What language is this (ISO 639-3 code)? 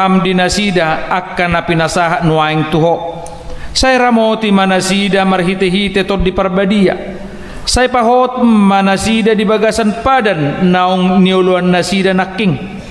bbc